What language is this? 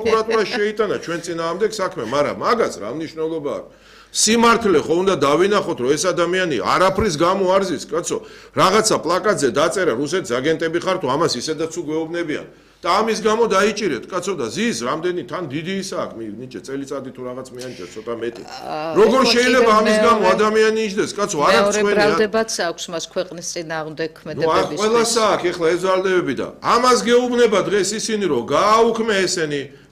Georgian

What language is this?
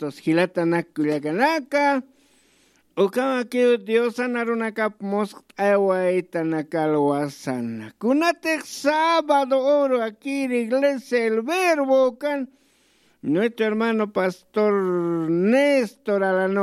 Aymara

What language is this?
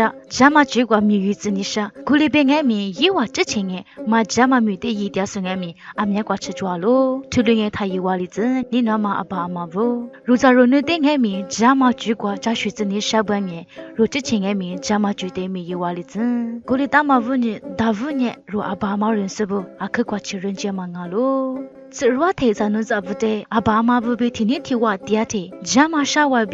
Lisu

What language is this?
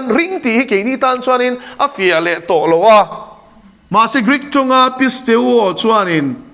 Mizo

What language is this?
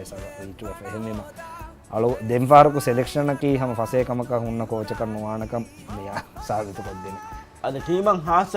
Divehi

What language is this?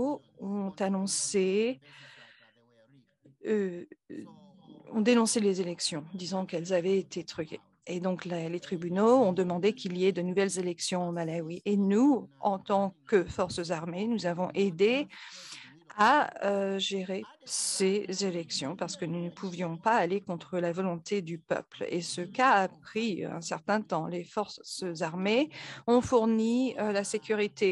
French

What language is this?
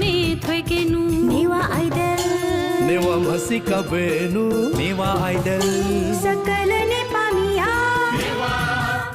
Newari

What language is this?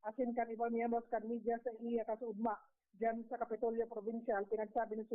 Bikol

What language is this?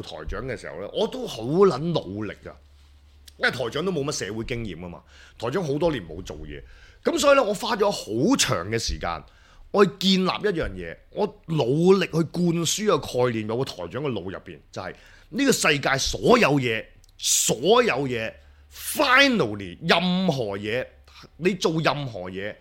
Cantonese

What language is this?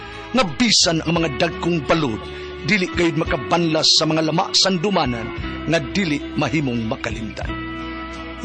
Cebuano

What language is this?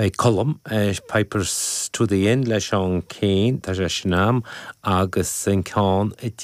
Irish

